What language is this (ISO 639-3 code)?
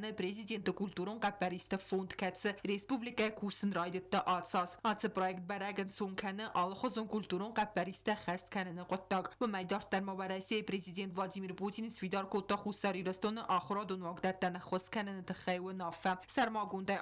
oss